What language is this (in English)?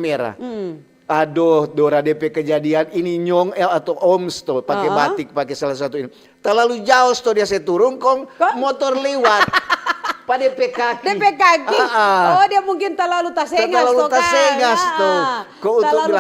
Manado Malay